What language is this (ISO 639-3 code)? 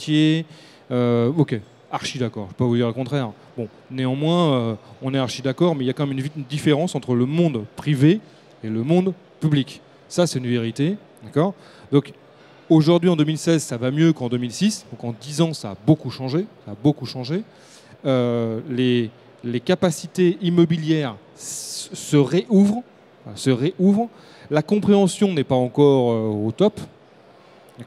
fra